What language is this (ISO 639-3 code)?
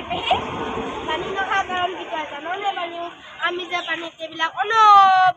asm